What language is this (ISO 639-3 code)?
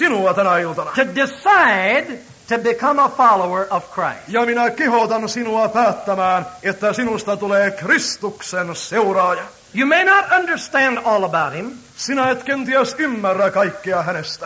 fin